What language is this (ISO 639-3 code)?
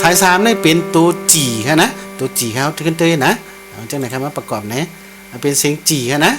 shn